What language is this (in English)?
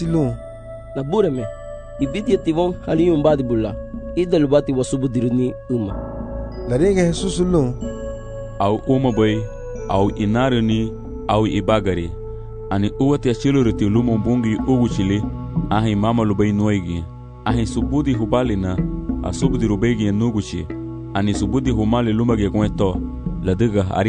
Garifuna